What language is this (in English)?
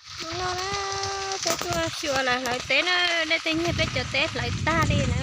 Hmong